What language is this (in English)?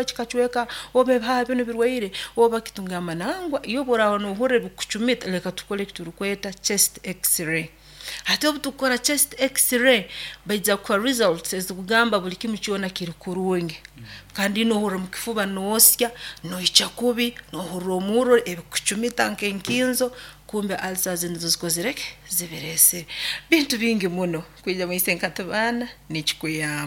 Nyoro